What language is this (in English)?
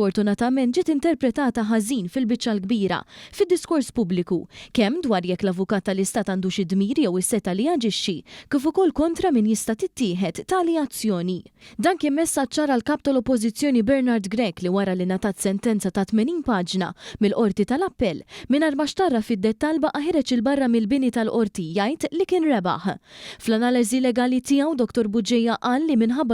Maltese